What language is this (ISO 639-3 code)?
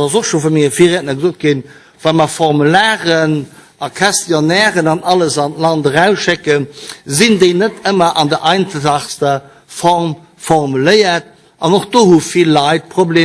ltz